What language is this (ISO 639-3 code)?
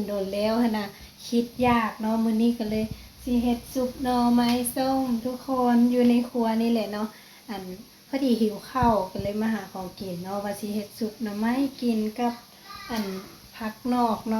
lao